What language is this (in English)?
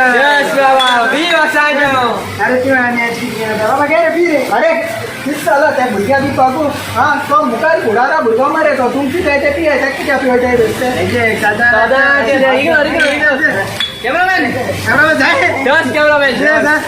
Konkani